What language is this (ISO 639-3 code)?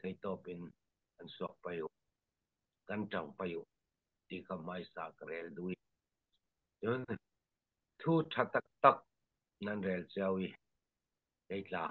cfm